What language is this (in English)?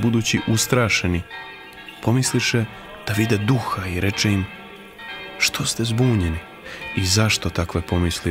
Serbian